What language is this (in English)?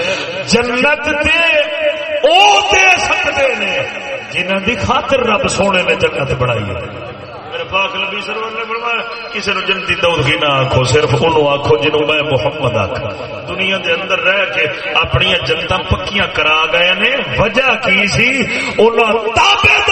Saraiki